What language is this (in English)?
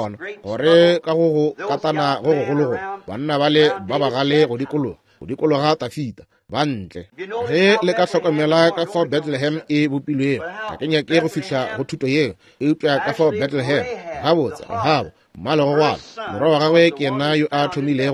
Northern Sotho